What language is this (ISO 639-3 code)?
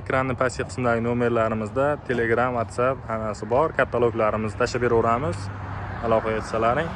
uzb